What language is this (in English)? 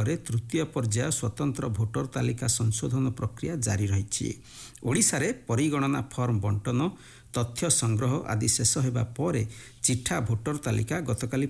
Odia